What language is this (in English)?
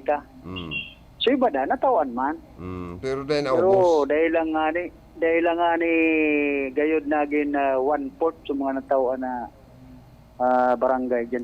Bikol